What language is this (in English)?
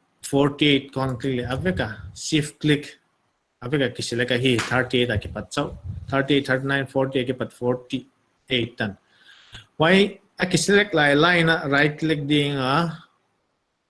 Paite Chin